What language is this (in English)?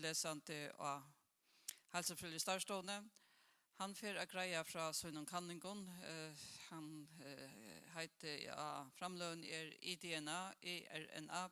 Faroese